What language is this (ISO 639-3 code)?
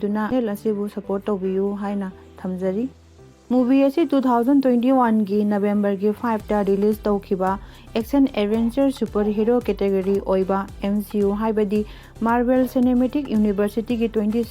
mni